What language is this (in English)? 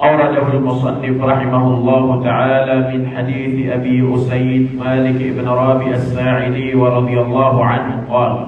Maranao